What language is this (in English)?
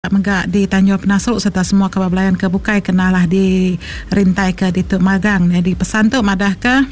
Iban